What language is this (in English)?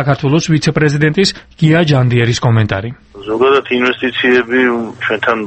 Georgian